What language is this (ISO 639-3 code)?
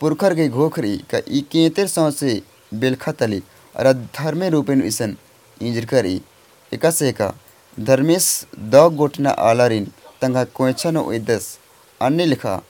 kru